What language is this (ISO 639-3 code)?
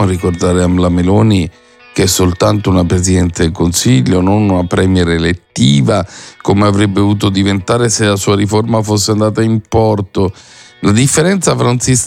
ita